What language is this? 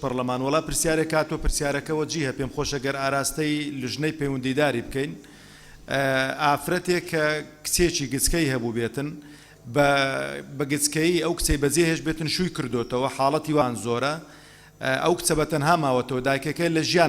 Central Kurdish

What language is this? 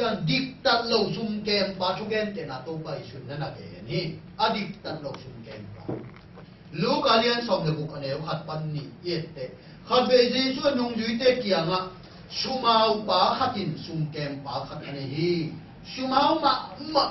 Tedim Chin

